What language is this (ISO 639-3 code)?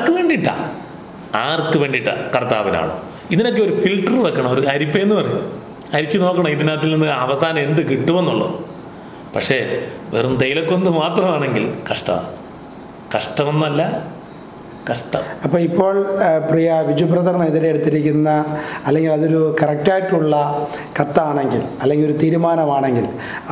mal